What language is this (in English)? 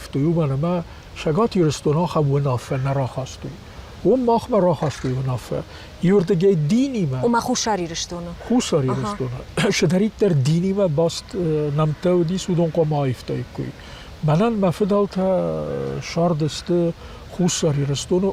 Ossetic